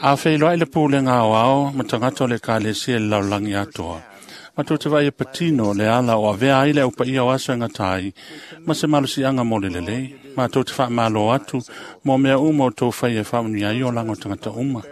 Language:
Samoan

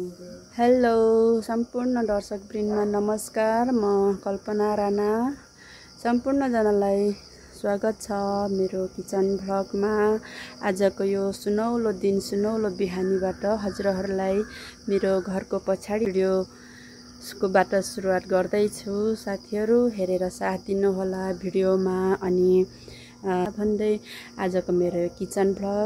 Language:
Nepali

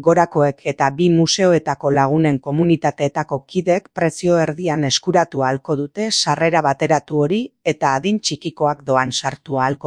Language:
Basque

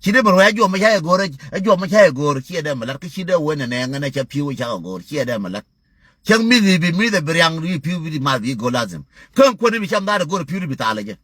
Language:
Nuer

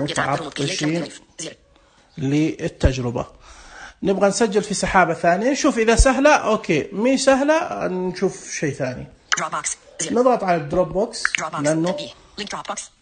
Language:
Najdi Arabic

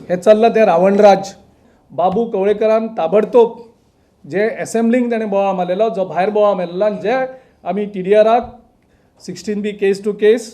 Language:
Konkani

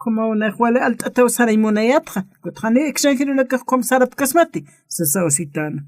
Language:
Aymara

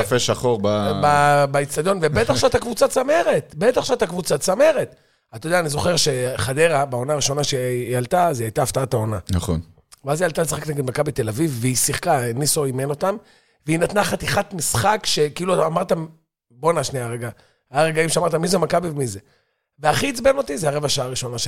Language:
Hebrew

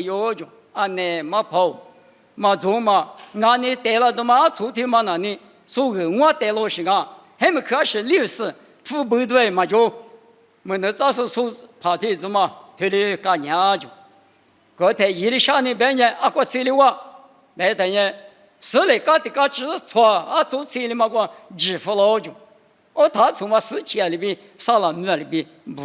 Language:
Lisu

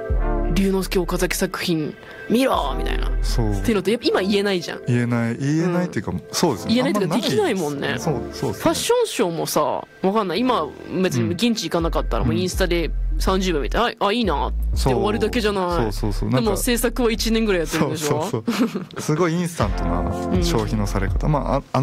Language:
Japanese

